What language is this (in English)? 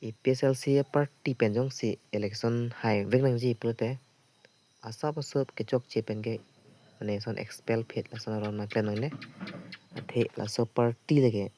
Karbi